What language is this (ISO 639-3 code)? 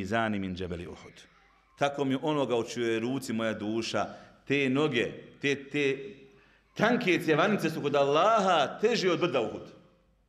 bos